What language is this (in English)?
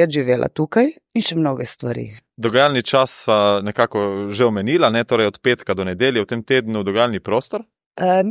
Slovenian